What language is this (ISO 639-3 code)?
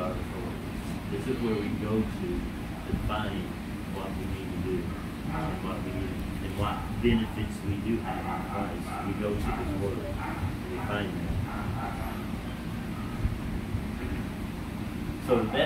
eng